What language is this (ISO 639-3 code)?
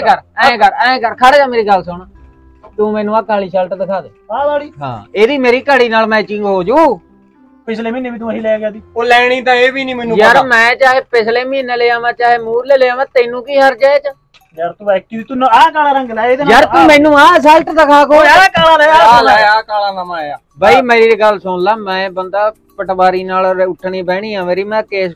pan